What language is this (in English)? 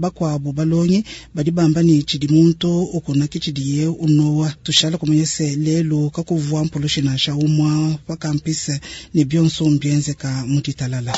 Luba-Lulua